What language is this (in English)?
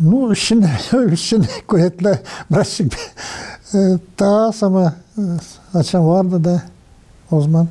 Gagauz